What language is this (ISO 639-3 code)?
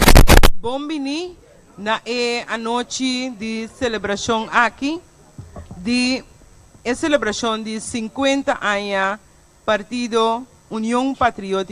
pap